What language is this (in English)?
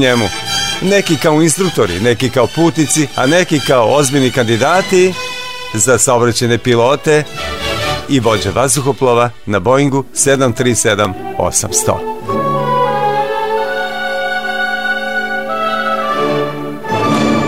Serbian